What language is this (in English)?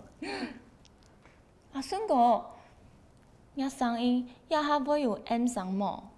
Hakka Chinese